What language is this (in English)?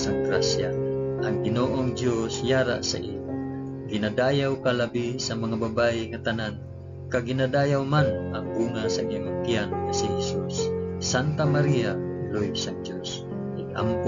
Hiligaynon